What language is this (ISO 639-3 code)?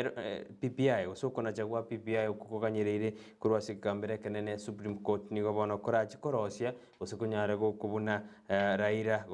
guz